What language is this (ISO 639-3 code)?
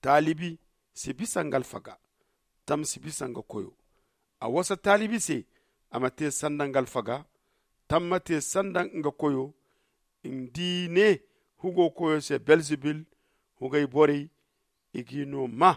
dje